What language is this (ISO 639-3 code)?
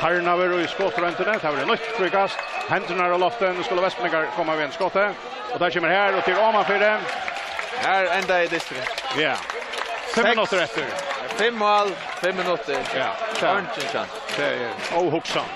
fao